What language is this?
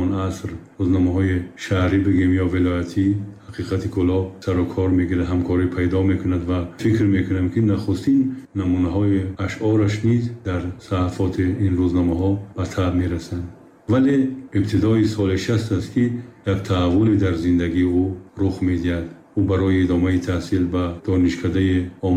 Tajik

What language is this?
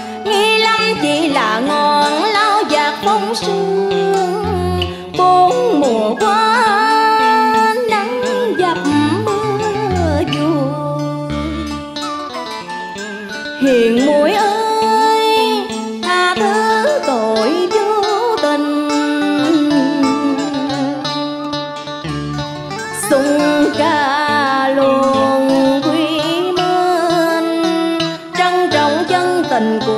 Vietnamese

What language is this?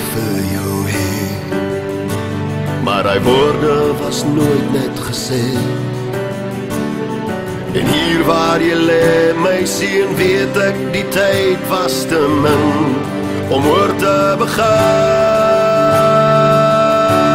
Afrikaans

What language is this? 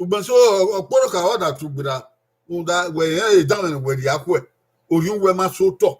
Bini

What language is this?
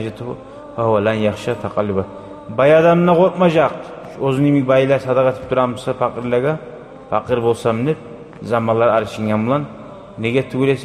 Kumyk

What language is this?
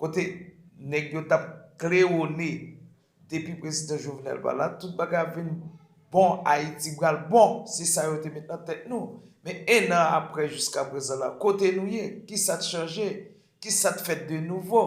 Haitian Creole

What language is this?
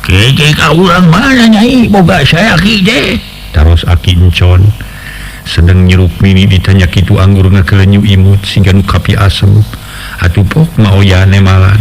Sundanese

